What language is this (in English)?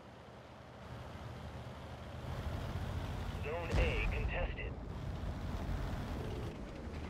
English